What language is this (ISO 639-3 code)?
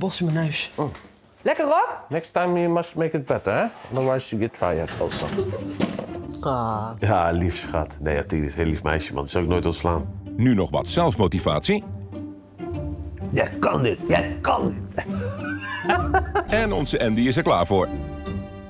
nld